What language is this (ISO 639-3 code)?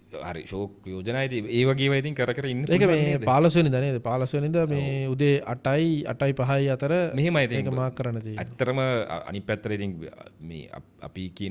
sin